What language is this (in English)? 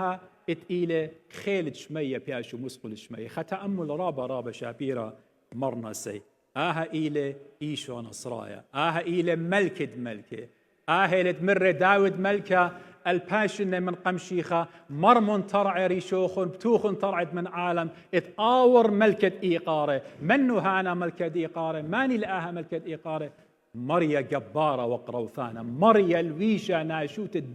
Assyrian Neo-Aramaic